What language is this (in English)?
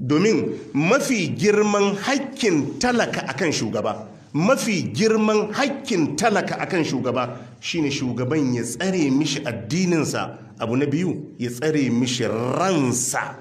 Hausa